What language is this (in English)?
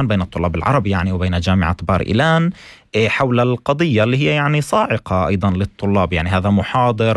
North Levantine Arabic